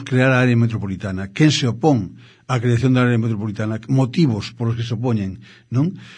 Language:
Galician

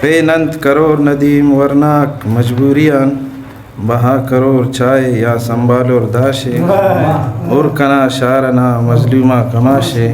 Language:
Brahui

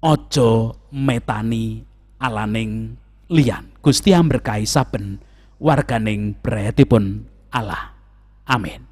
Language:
Javanese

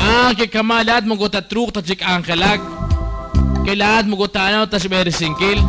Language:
Kekchí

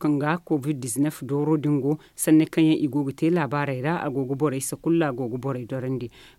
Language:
Zarma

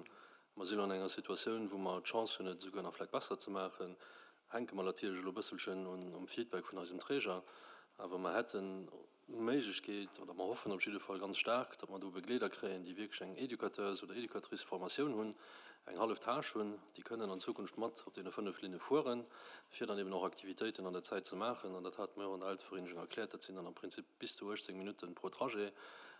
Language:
Luxembourgish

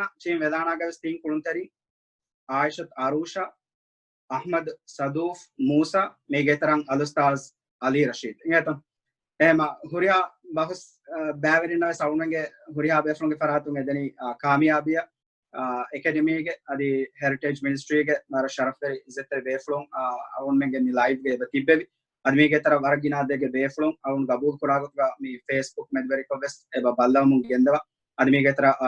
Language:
Divehi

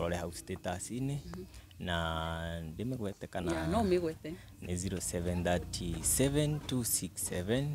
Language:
Kikuyu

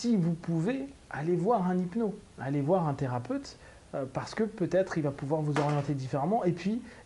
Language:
French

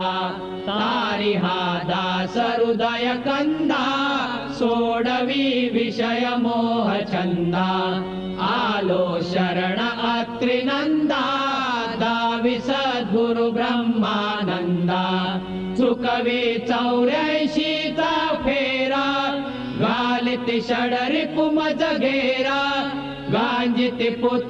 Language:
Marathi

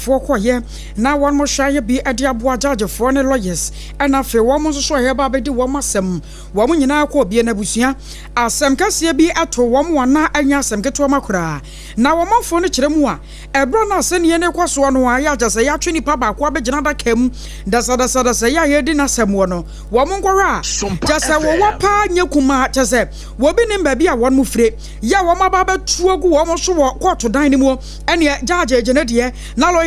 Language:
Akan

